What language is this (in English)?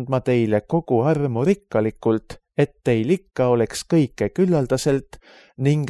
Estonian